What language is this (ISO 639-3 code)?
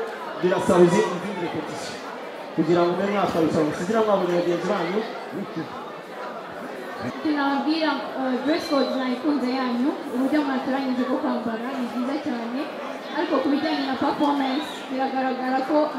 kin